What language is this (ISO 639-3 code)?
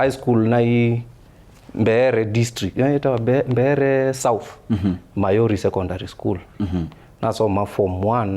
kam